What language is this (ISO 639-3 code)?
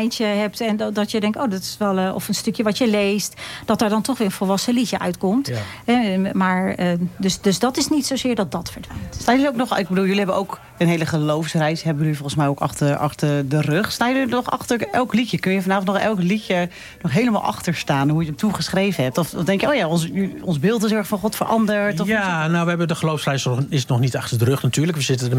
nld